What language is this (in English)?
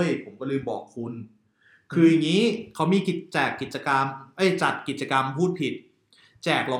Thai